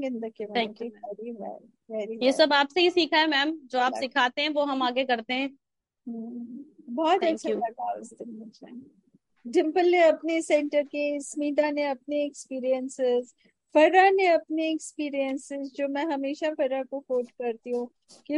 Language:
Hindi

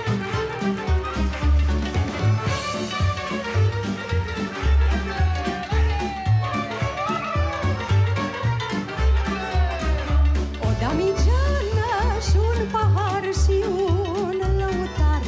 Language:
Romanian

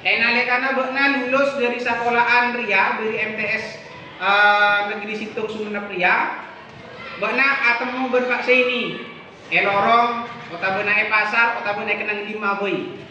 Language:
Madurese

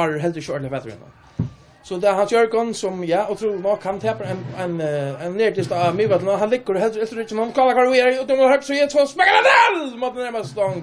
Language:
Faroese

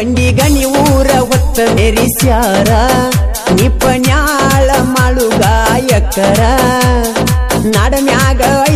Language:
Kannada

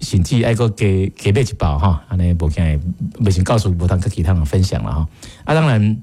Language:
Min Nan Chinese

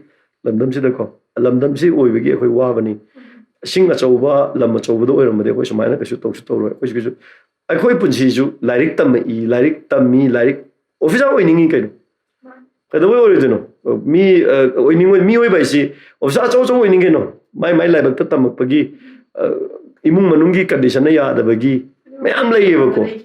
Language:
Manipuri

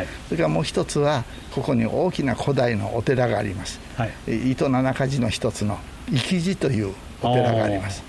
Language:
Japanese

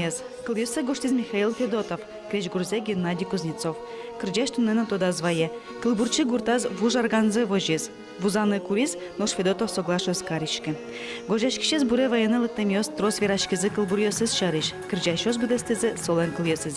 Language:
Udmurt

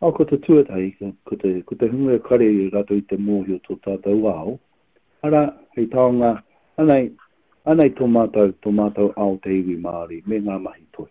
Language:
Māori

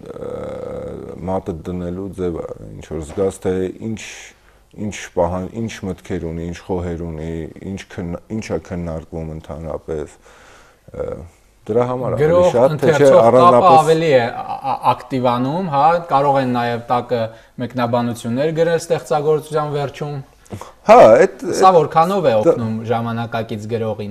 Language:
Armenian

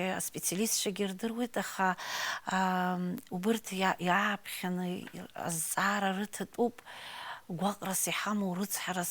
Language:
Abkhazian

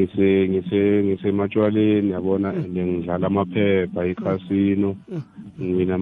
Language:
South Ndebele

